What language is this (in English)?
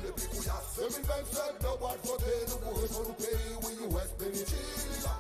Seselwa Creole French